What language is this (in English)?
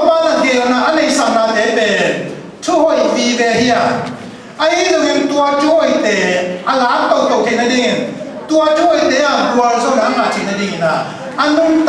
Tedim Chin